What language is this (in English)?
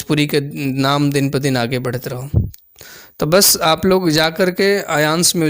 Bhojpuri